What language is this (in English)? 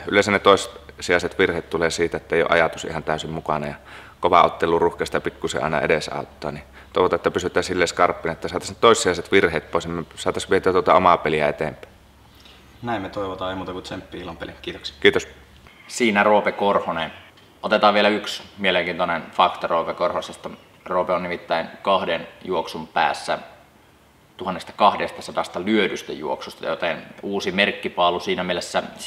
Finnish